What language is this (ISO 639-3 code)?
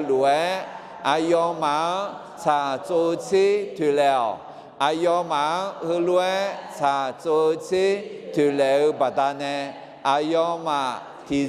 ahk